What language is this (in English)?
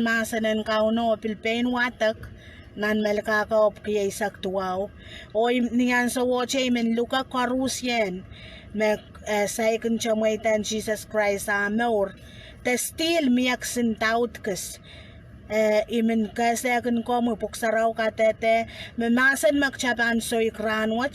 Pohnpeian